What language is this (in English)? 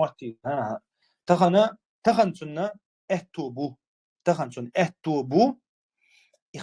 Chechen